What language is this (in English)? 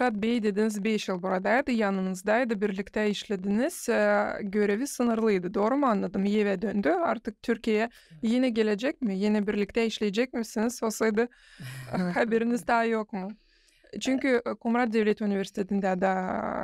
Gagauz